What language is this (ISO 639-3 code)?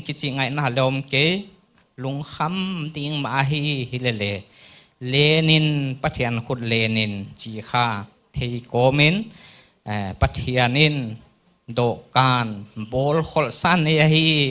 pck